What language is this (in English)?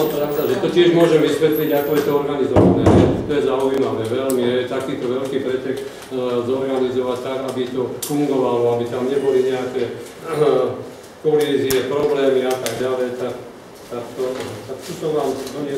Slovak